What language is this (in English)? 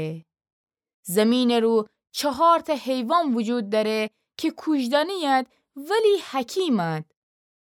Gilaki